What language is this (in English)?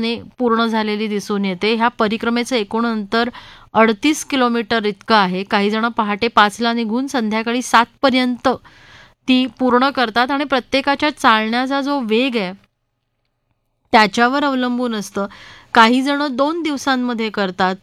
Marathi